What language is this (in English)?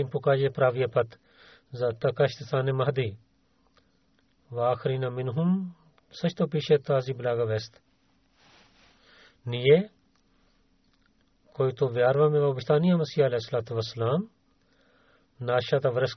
Bulgarian